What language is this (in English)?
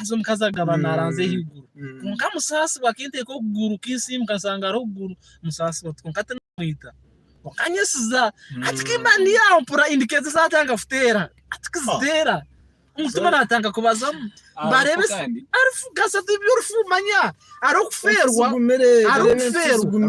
Nyankole